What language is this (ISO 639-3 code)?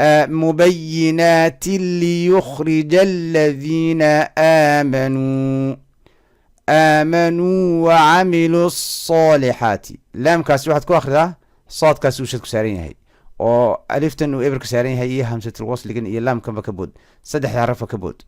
som